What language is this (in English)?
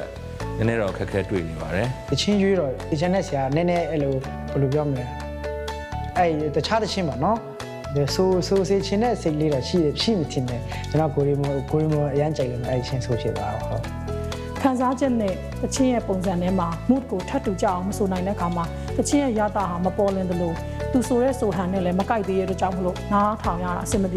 Burmese